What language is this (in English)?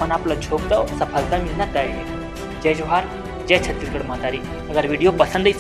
Chhattisgarhi